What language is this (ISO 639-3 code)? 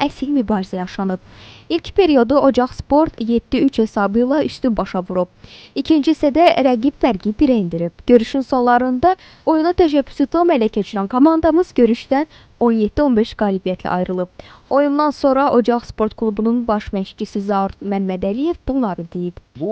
aze